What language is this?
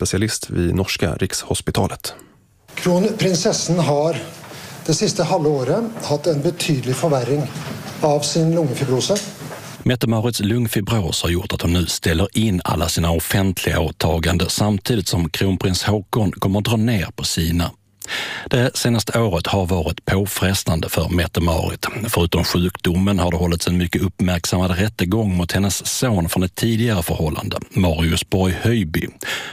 Swedish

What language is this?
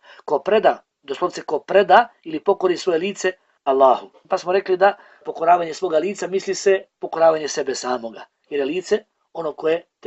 Bosnian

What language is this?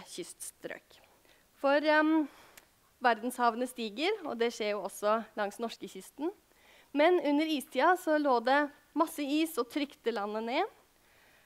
Norwegian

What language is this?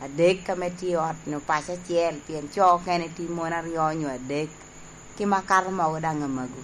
Lango (Uganda)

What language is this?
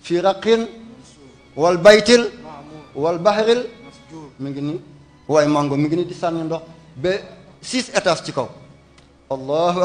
Wolof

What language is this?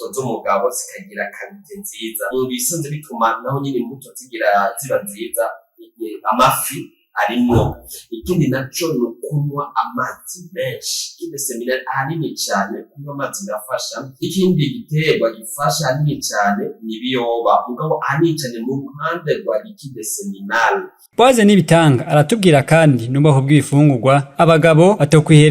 Rundi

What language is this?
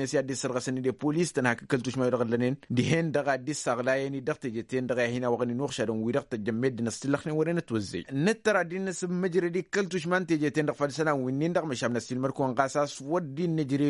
Tamasheq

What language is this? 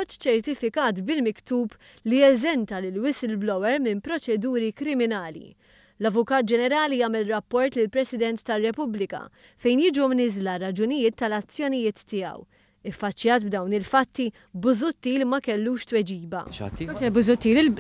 Maltese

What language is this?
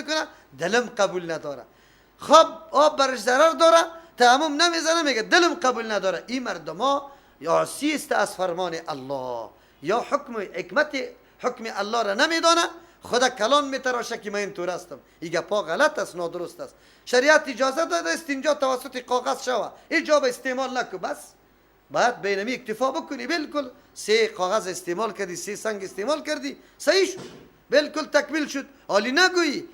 Persian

